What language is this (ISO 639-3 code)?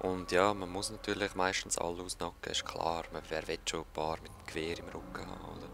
gsw